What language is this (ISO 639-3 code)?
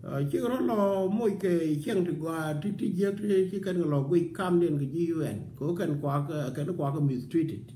nus